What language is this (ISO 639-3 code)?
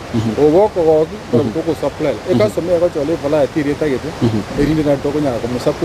guz